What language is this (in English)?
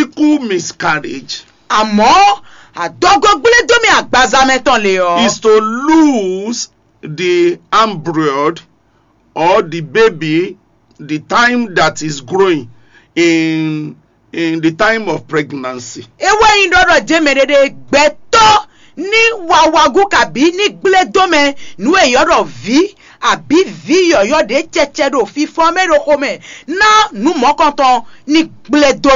Fon